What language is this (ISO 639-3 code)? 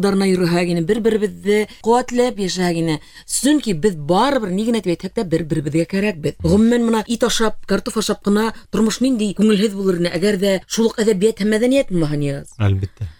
bak